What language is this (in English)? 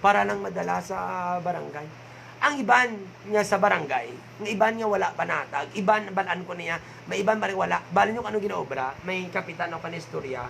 Hiligaynon